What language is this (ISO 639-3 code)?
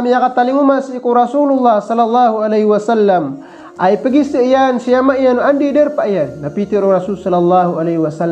mrw